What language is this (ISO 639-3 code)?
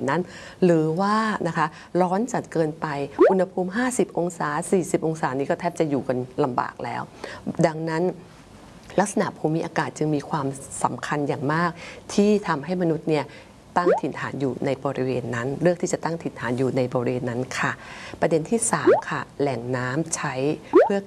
tha